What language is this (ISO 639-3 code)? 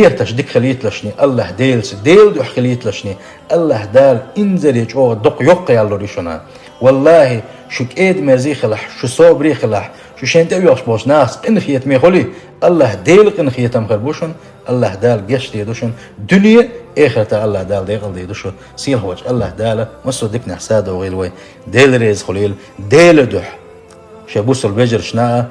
che